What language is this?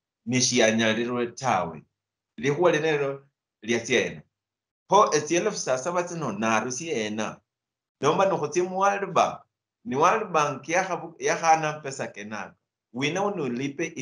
Luyia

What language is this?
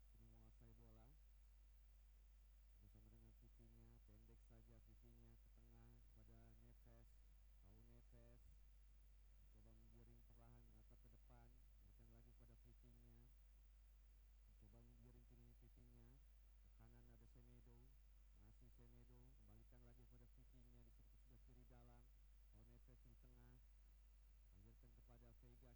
Indonesian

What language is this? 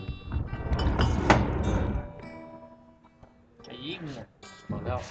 Lao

